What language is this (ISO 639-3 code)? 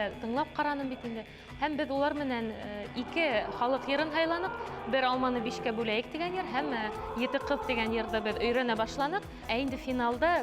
bak